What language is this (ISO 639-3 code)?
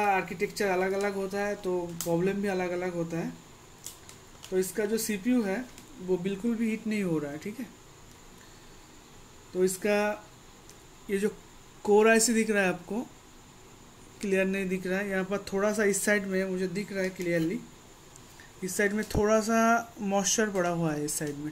hin